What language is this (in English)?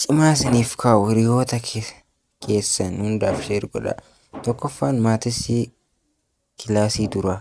Oromo